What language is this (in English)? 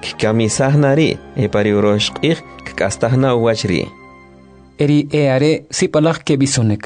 Kʼicheʼ